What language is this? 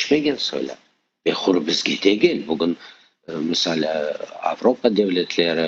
Crimean Tatar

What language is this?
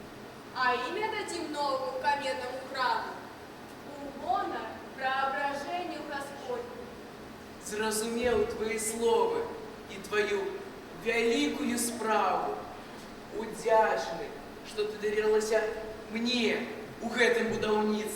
Belarusian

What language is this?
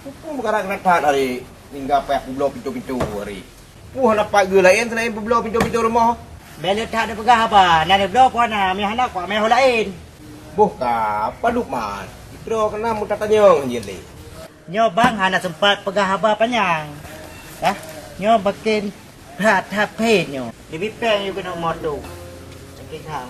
Achinese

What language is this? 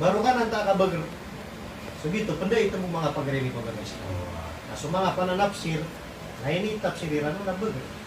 Maranao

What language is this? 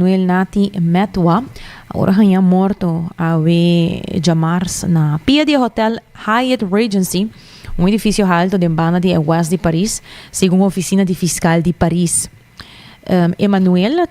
Papiamento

